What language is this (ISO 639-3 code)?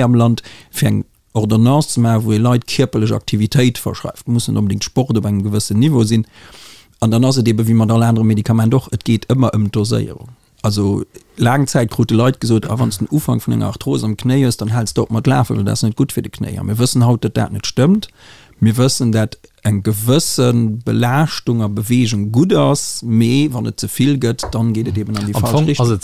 ltz